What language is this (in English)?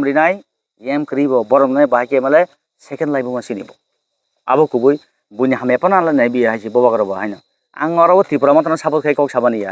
Kok Borok